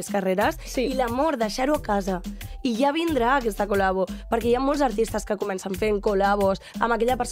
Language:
Catalan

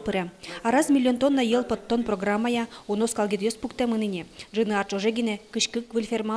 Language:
Udmurt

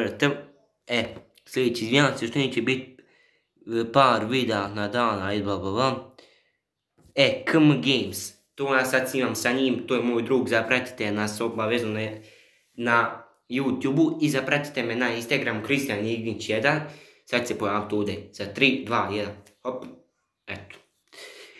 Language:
Croatian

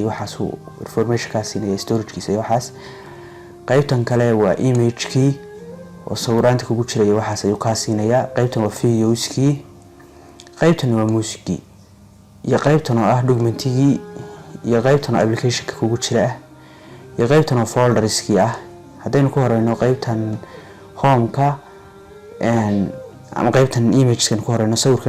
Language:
Somali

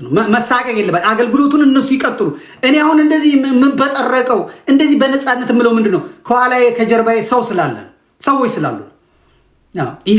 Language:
Amharic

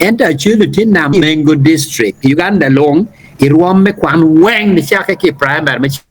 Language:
Acoli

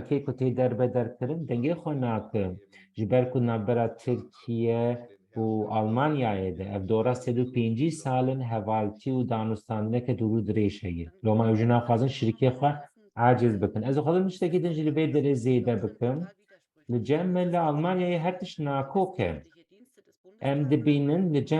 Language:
Kurdish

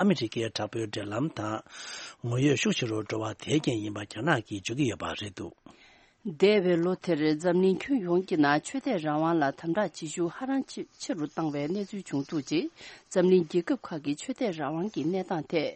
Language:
Tibetan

